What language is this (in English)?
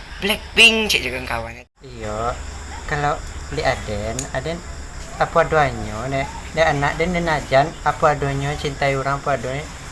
Minangkabau